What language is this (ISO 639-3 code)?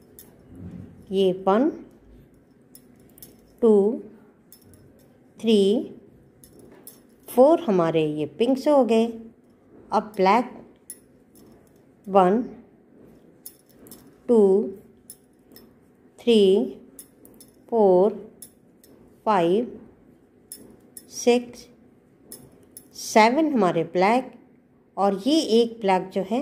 hin